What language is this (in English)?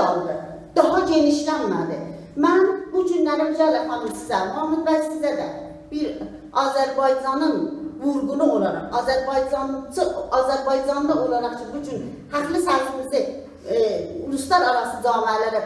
South Azerbaijani